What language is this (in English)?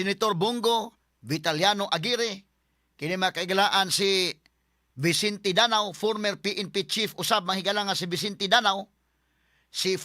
Cebuano